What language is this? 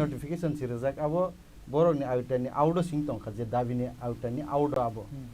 Kok Borok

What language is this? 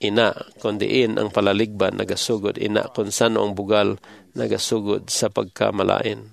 Hiligaynon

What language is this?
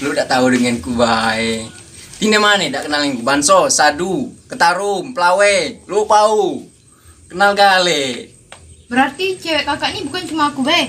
Musi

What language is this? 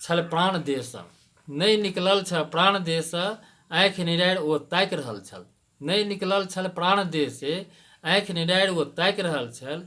Maithili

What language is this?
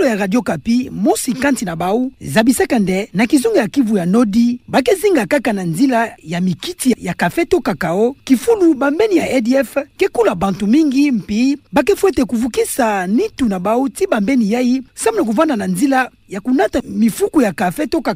Kituba (Democratic Republic of Congo)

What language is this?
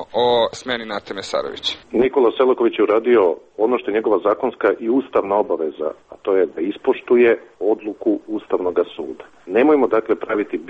Serbian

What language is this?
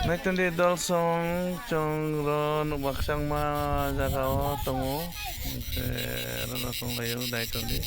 Kok Borok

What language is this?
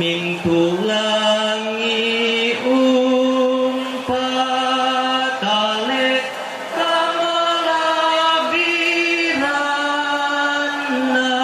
Toraja-Sa'dan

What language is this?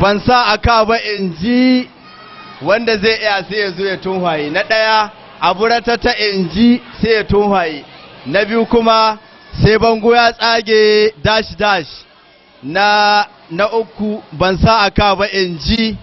Hausa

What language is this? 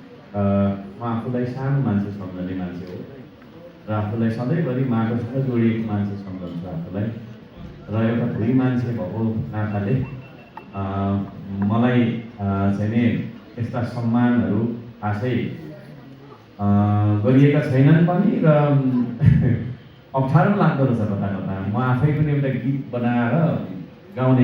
Nepali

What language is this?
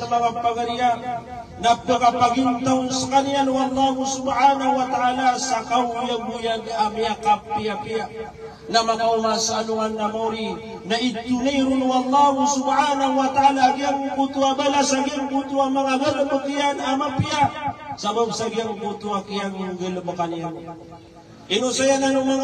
Maranao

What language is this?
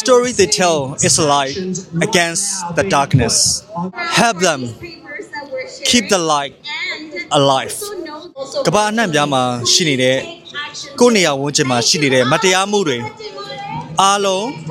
Burmese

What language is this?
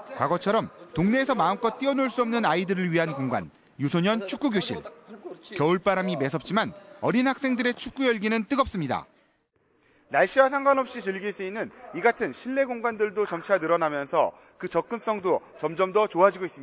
Korean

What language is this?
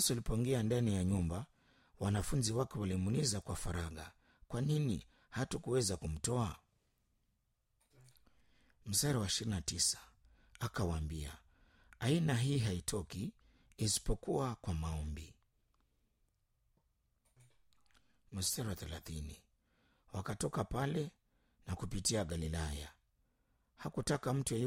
Swahili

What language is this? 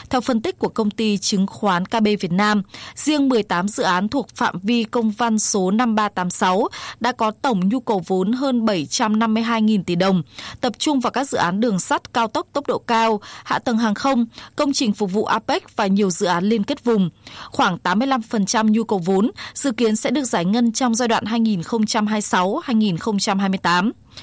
Vietnamese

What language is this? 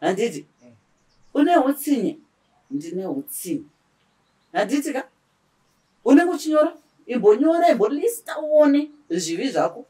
Shona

